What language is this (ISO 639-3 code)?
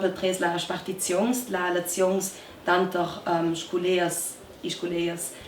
lld